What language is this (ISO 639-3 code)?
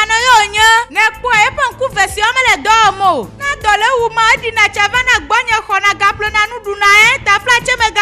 ewe